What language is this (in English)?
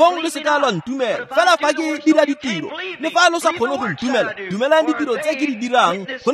Tswana